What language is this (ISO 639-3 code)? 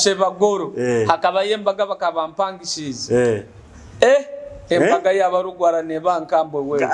nyo